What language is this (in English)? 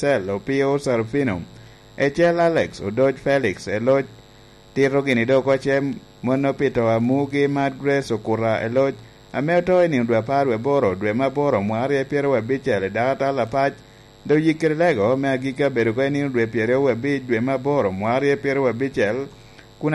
Lango (Uganda)